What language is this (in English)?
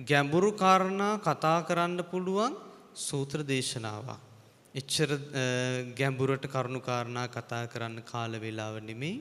Sinhala